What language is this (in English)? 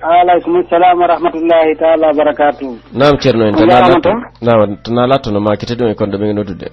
Pular